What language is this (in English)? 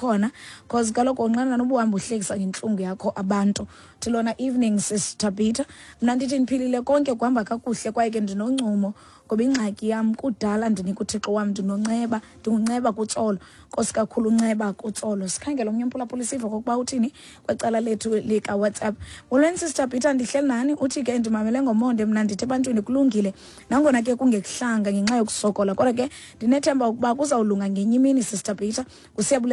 Xhosa